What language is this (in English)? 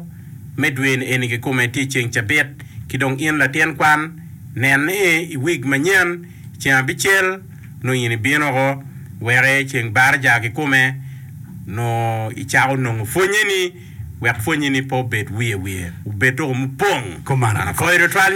Acoli